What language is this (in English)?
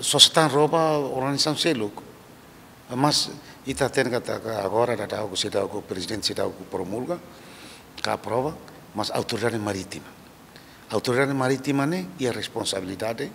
Tetum